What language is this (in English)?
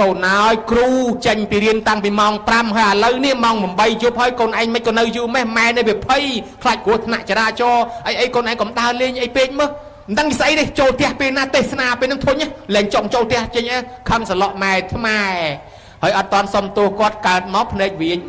Khmer